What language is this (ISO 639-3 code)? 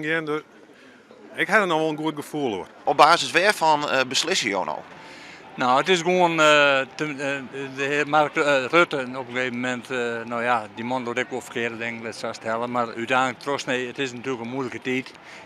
fry